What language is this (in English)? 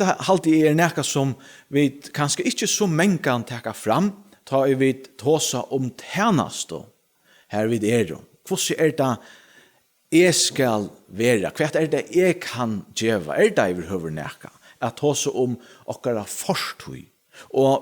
Faroese